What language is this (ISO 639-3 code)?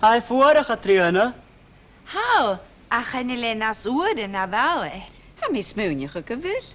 gla